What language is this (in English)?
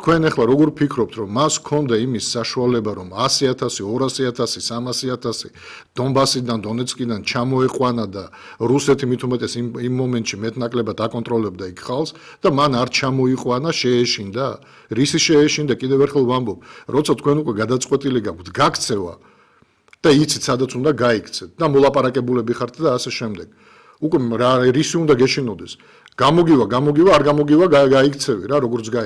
Georgian